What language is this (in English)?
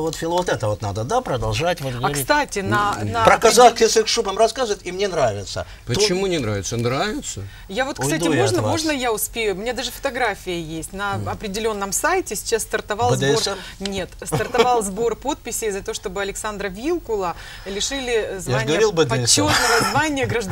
Russian